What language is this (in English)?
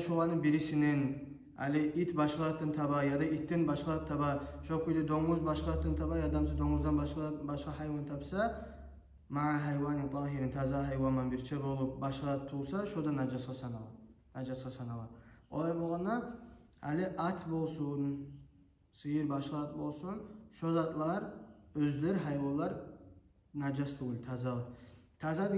Kumyk